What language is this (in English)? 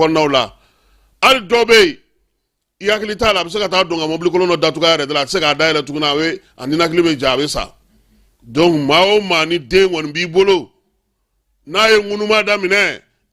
Bambara